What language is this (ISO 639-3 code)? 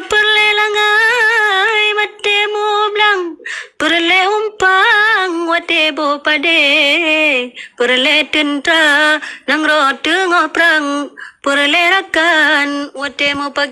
ace